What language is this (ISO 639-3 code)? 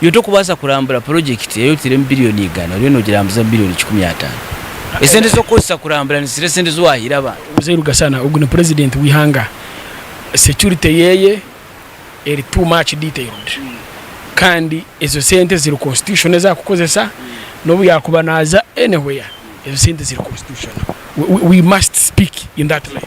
nyn